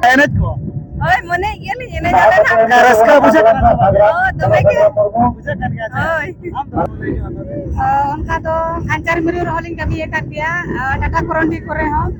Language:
Santali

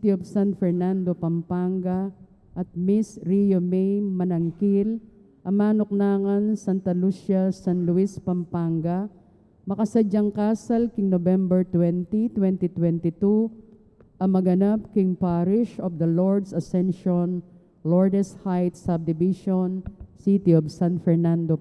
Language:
Pampanga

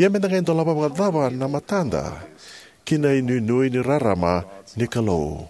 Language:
Fijian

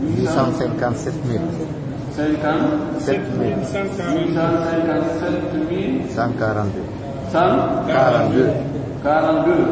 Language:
Pular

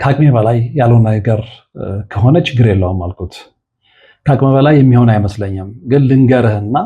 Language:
Amharic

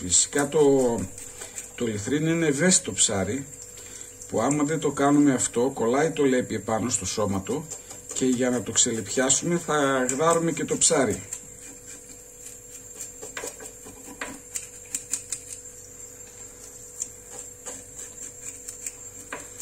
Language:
Greek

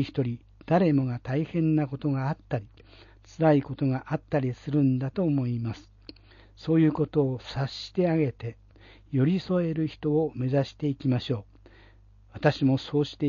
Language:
Japanese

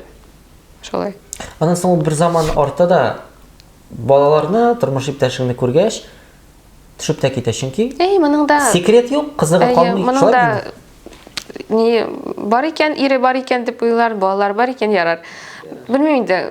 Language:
Tatar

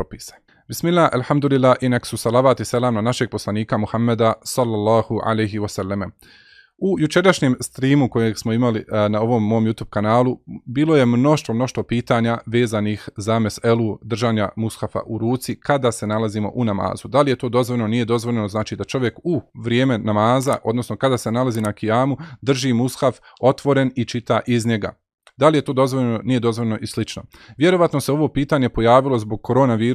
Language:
Bosnian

